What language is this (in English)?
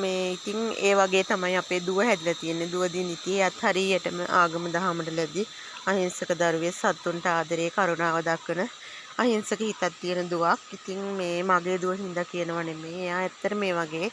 Sinhala